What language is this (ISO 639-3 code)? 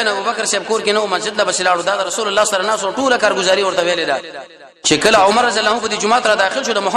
pus